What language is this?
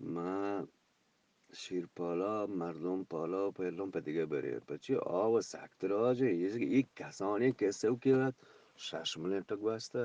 Eastern Balochi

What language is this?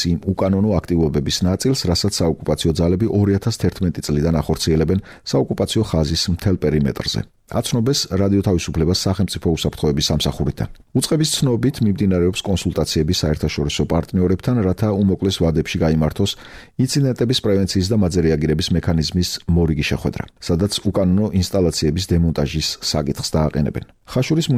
Georgian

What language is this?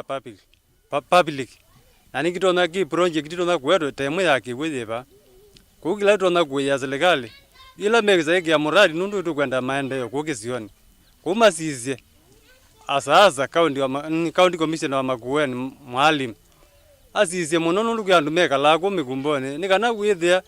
Kamba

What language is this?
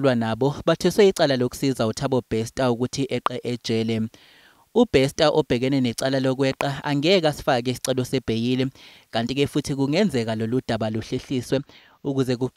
Zulu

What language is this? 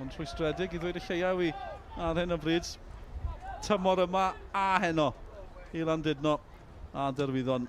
Welsh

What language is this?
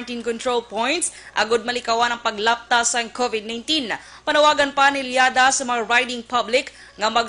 Hiligaynon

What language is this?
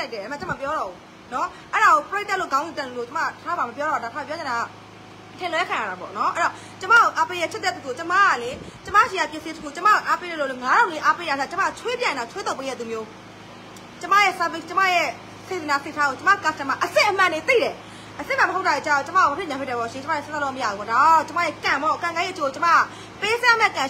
Burmese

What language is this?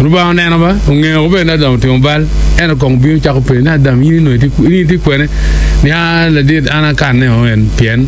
Acoli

